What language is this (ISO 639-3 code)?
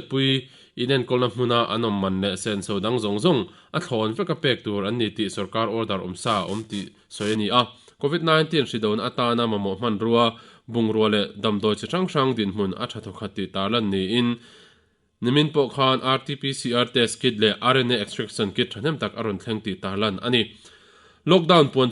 lus